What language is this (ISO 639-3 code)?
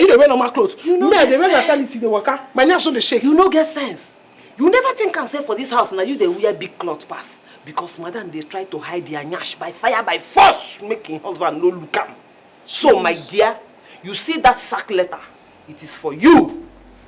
pcm